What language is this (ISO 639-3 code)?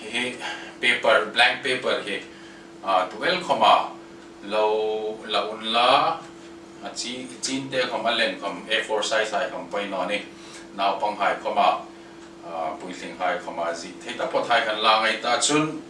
hmr